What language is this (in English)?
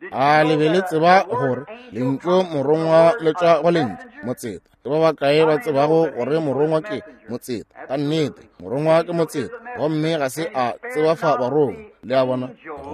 Northern Sotho